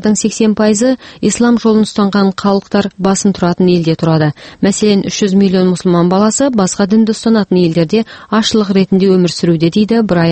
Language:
Kazakh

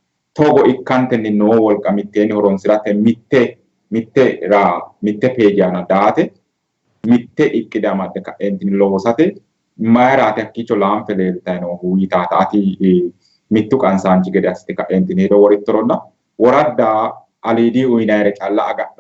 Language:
Sidamo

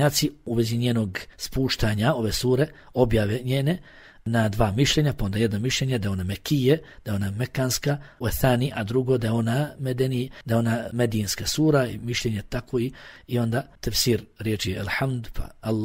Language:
Bosnian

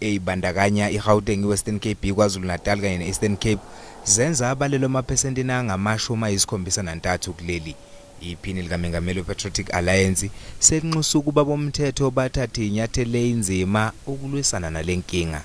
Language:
Zulu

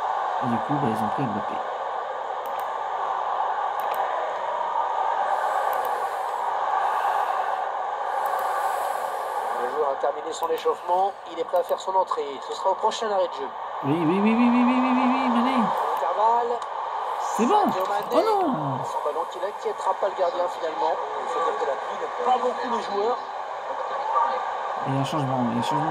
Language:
French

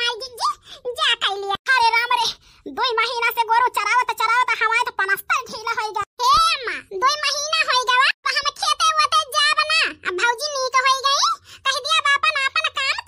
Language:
Awadhi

